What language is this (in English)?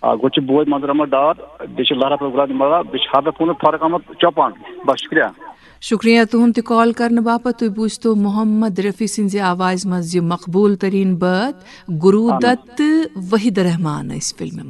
Kashmiri